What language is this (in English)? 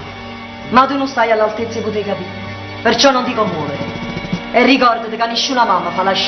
Neapolitan